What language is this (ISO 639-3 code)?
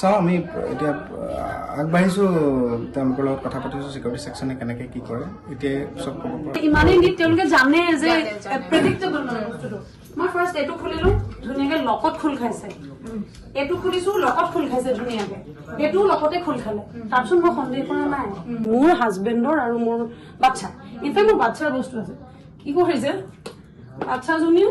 asm